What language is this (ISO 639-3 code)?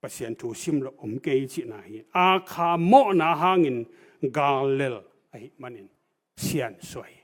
ctd